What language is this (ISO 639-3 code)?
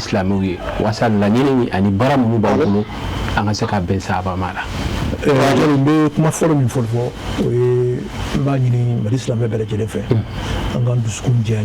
bam